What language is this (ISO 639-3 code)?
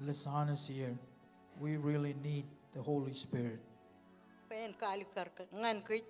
mah